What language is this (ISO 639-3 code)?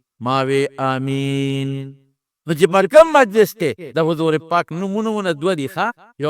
pus